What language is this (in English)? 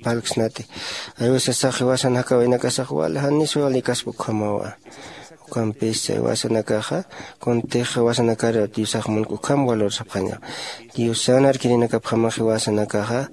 Aymara